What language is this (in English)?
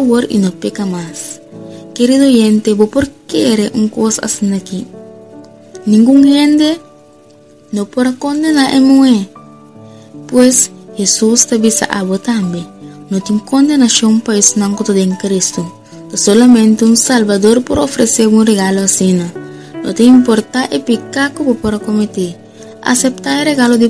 Papiamento